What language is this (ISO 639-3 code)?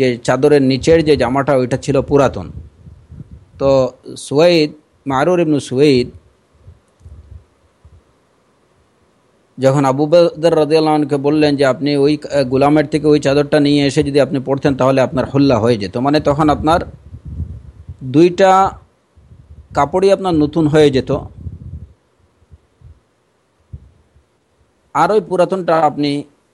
ben